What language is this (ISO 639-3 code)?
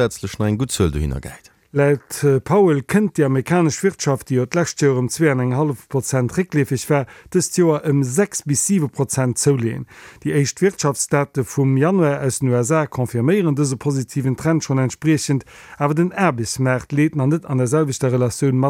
ltz